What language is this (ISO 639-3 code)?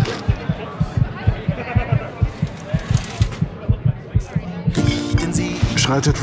deu